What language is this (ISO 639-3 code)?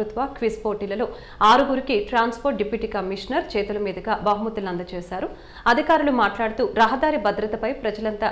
tel